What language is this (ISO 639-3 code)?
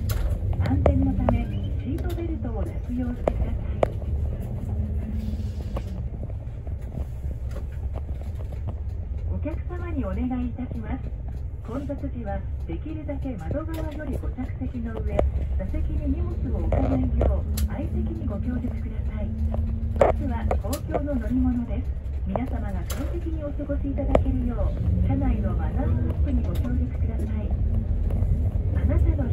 jpn